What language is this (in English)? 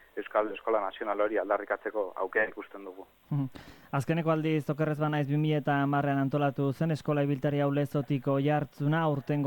Basque